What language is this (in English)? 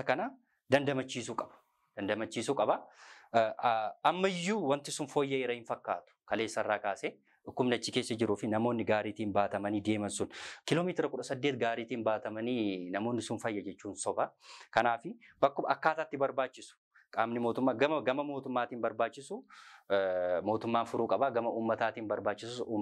Oromo